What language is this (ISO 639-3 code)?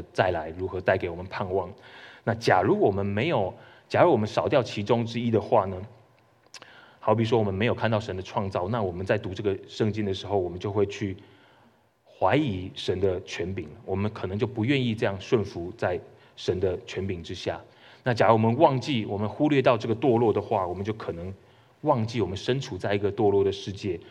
zho